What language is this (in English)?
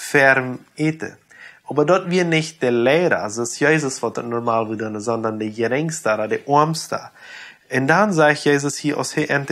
Plautdietsch